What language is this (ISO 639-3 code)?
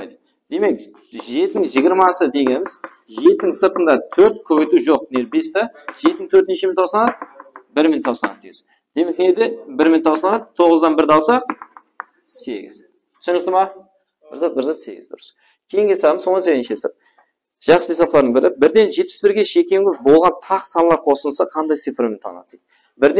kaa